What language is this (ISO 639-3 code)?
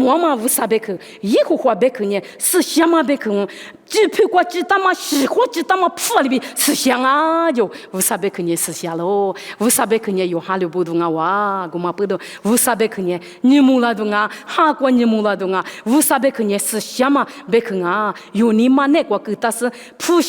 lis